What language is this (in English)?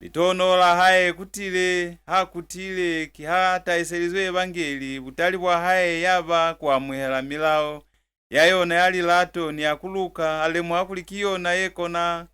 Lozi